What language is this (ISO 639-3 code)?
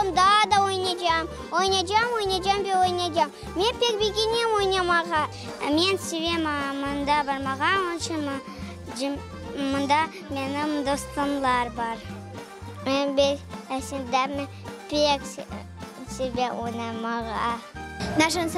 crh